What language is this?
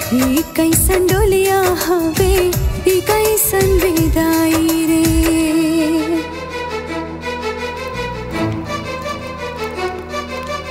Bhojpuri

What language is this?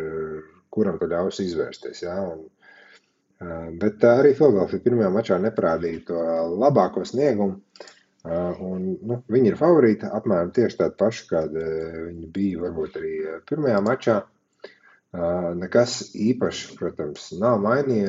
Latvian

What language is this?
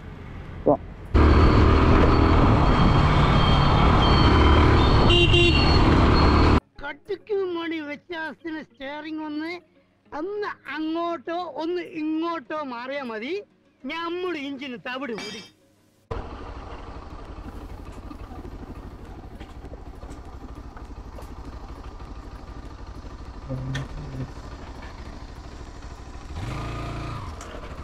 Malayalam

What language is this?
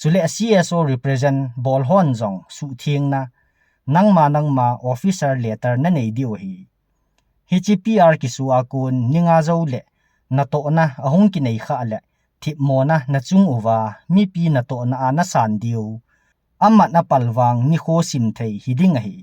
Thado Chin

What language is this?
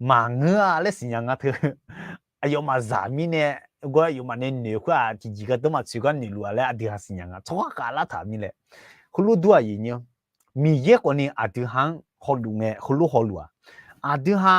Akha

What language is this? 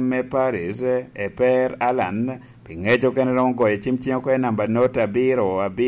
Lango (Uganda)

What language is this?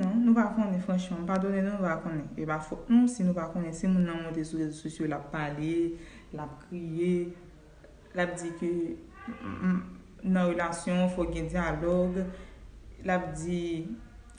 Haitian Creole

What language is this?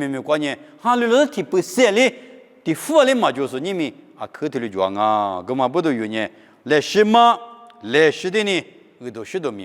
Lisu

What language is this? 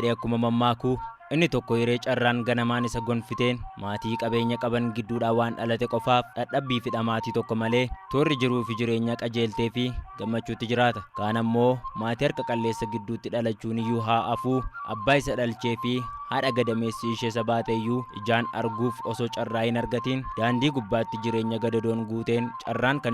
Oromo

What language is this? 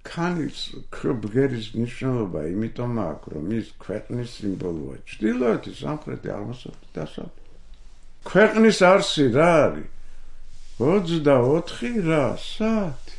Georgian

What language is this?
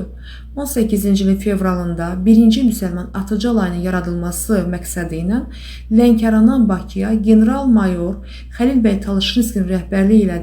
Azerbaijani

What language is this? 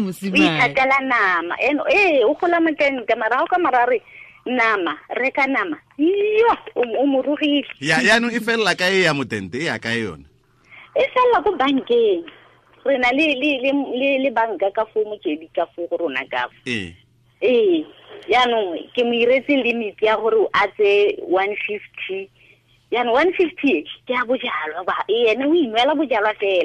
Tswana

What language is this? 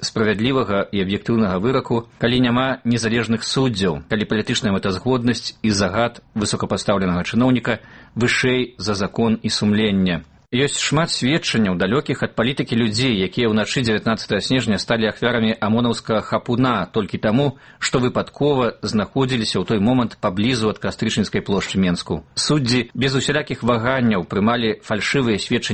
Belarusian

